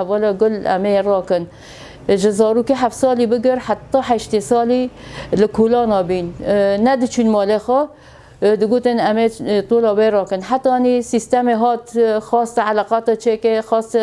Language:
Kurdish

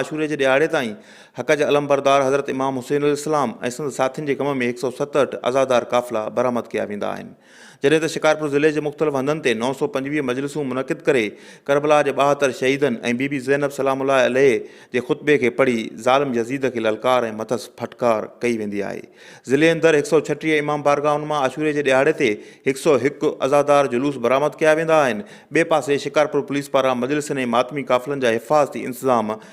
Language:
Sindhi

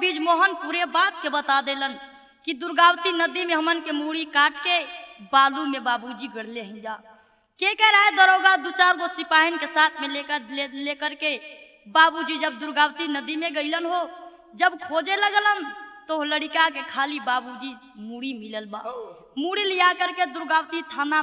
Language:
Bhojpuri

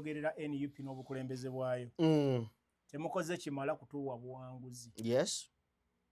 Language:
Ganda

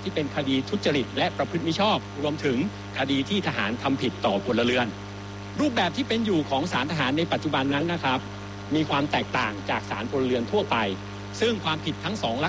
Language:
Thai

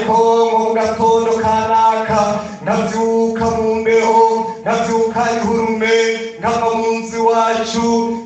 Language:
Rundi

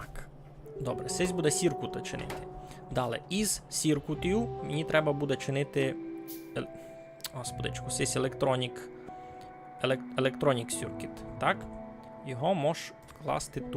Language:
Rusyn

